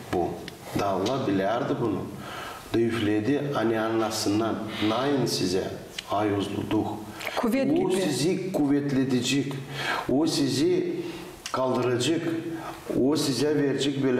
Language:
Gagauz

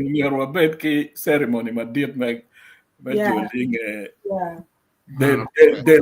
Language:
Acoli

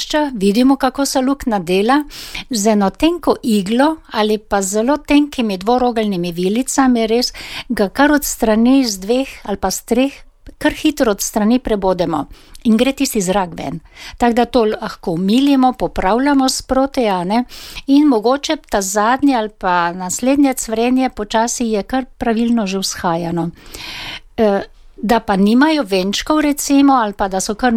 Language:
Slovenian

